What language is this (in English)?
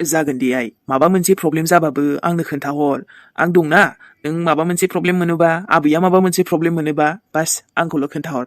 Bodo